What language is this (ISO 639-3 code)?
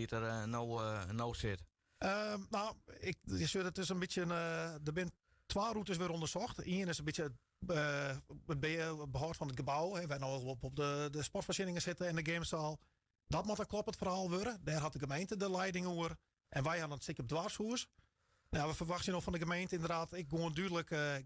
fry